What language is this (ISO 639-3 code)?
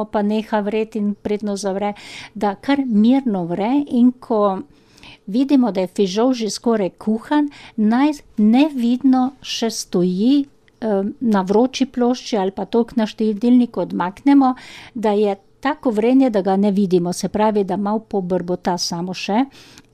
slv